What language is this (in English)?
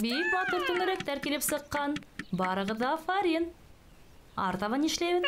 Bashkir